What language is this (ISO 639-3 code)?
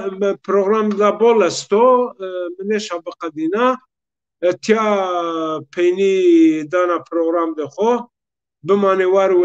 zza